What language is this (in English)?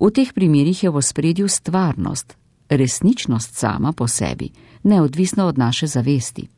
Slovenian